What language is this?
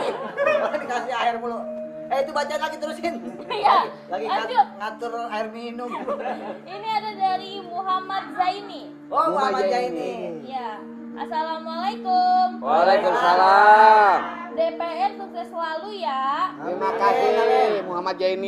Betawi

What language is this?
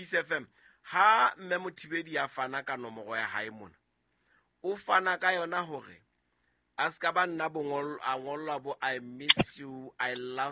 Southern Sotho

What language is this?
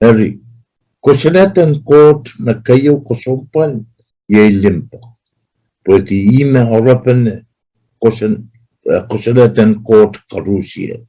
Pohnpeian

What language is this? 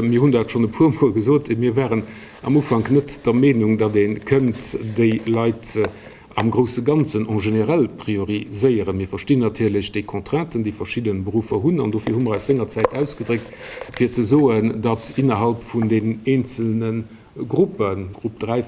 Luxembourgish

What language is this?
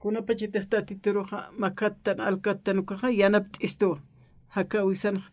Aymara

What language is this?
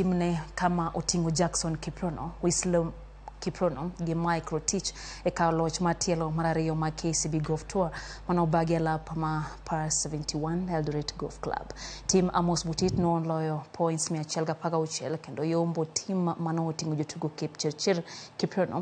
Luo (Kenya and Tanzania)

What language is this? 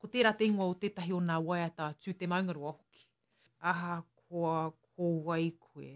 Māori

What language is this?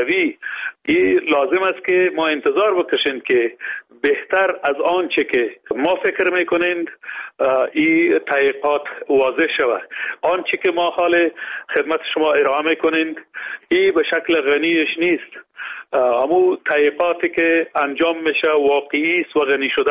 Persian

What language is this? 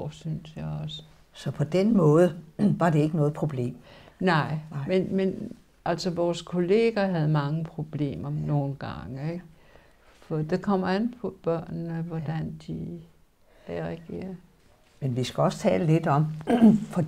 Danish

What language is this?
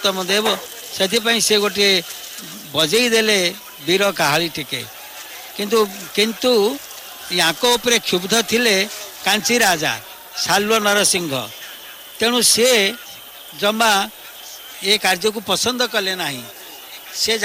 Odia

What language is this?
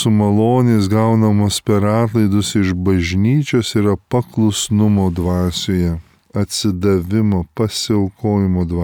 Lithuanian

